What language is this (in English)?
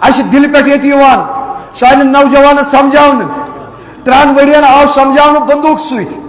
Kashmiri